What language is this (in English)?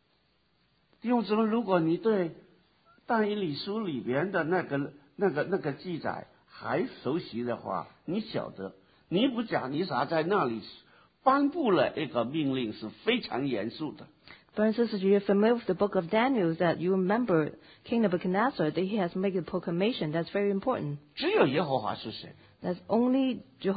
Chinese